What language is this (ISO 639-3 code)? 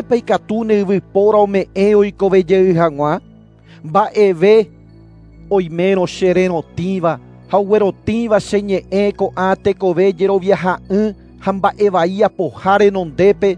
grn